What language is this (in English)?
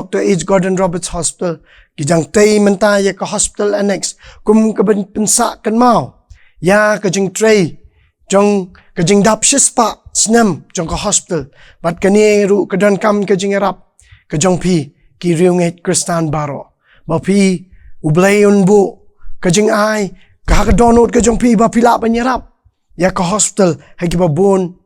Khasi